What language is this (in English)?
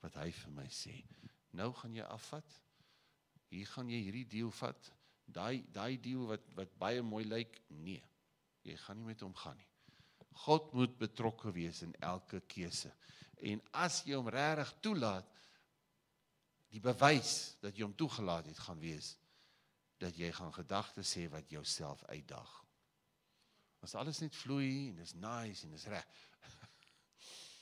Afrikaans